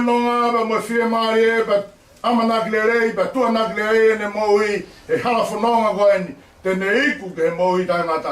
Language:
Tongan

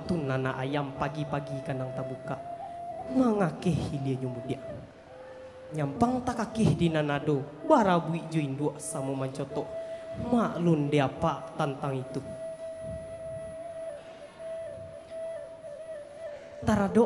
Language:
Minangkabau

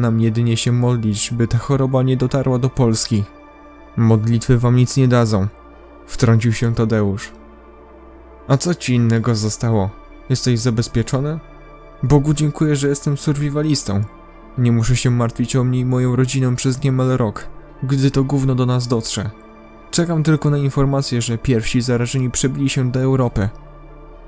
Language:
Polish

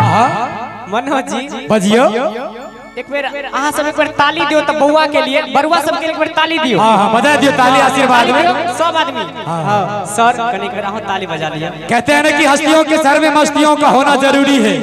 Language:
Maithili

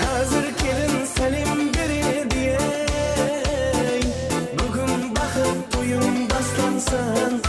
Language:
Kara-Kalpak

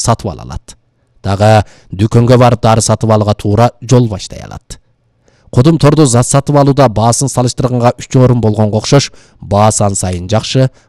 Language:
Kyrgyz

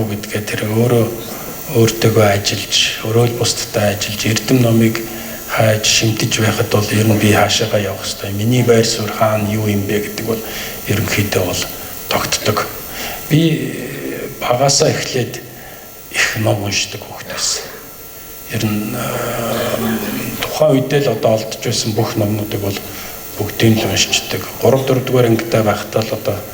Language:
Mongolian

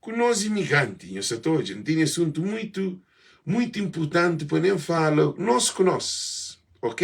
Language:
Kabuverdianu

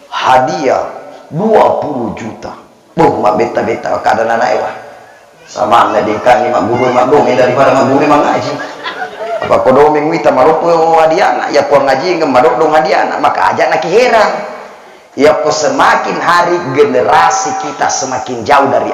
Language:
Buginese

